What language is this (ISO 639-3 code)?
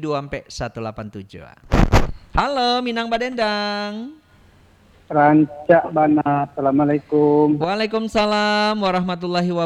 min